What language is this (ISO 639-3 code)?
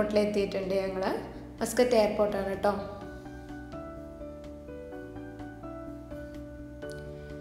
mal